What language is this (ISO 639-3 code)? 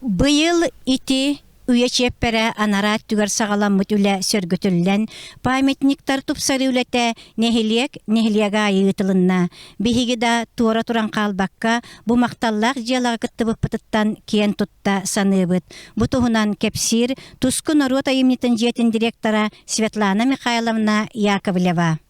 sah